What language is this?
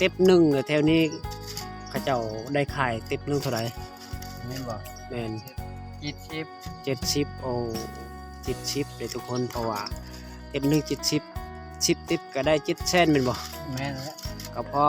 Lao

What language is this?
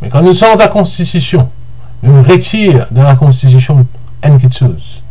Morisyen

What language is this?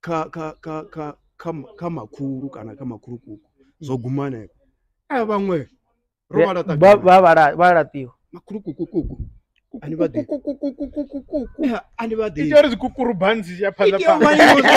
Venda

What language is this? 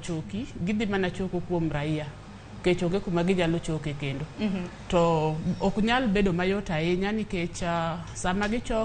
Luo (Kenya and Tanzania)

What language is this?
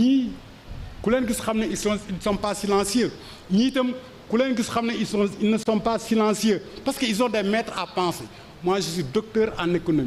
Wolof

